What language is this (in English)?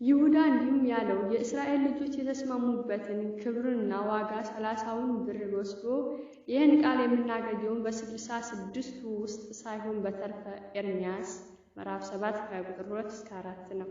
Amharic